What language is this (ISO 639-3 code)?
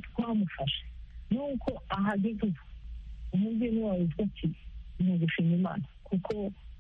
kin